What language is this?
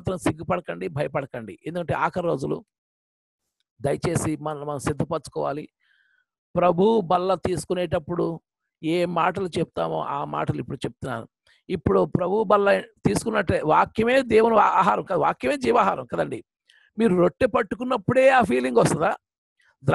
Telugu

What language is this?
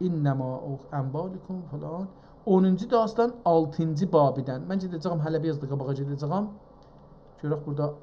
South Azerbaijani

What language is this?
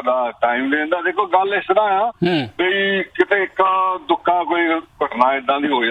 Punjabi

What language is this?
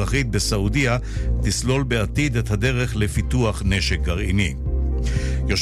Hebrew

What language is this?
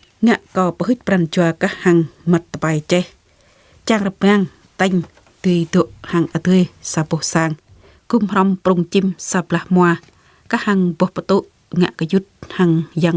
Jarai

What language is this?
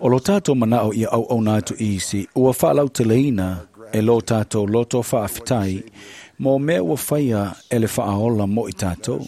Samoan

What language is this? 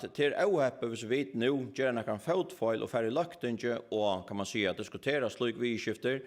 Faroese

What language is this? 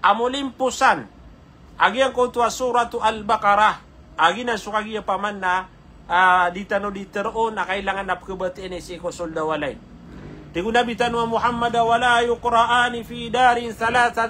Maranao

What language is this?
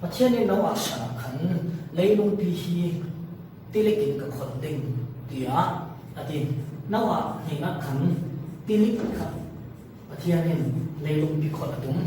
Falam Chin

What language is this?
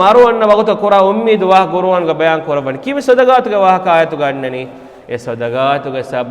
Divehi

